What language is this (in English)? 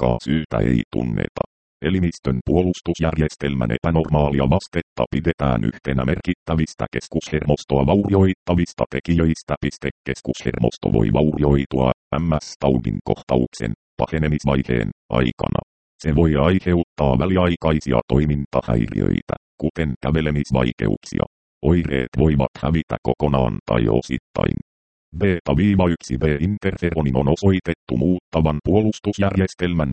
Finnish